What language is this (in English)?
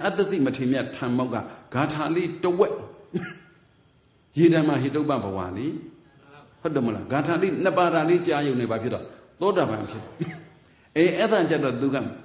Burmese